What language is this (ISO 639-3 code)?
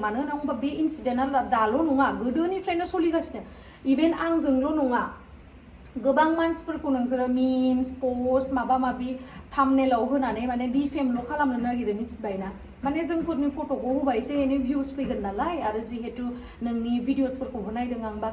brx